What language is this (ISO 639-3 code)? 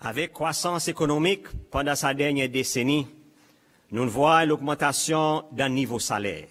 crs